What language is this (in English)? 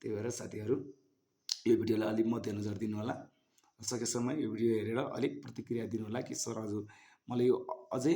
Nepali